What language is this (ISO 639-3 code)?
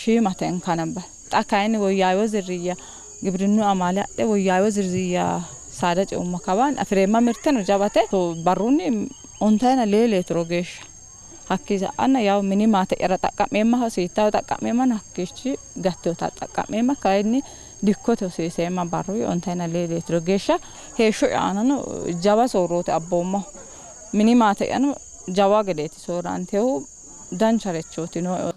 sid